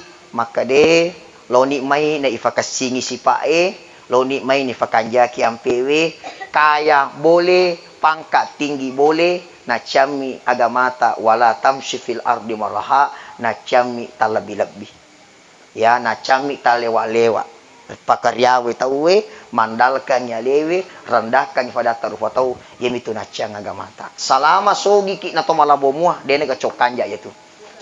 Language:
Buginese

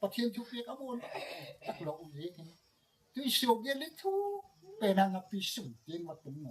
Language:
Gangte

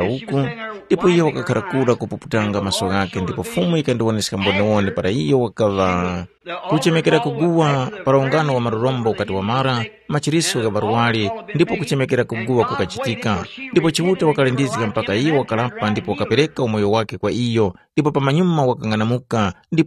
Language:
Tumbuka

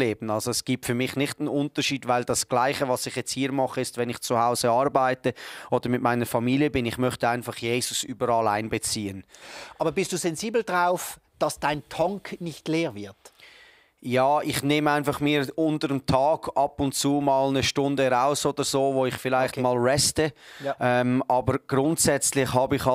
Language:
Swiss German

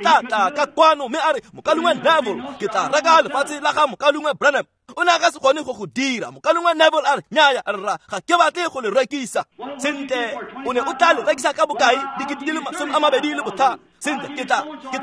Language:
Tswana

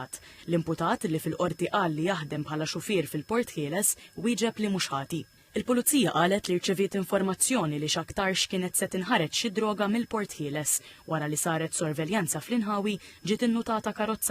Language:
Maltese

